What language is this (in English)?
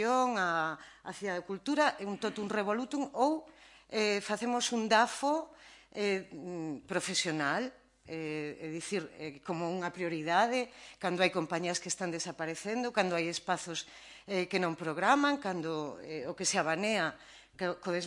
Galician